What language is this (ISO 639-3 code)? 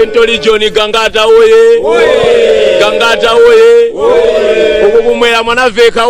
nya